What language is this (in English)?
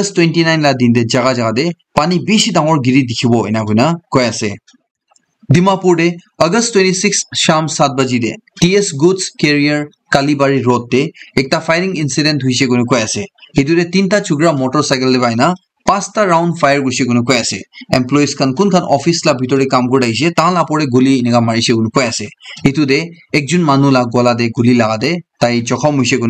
Naga Pidgin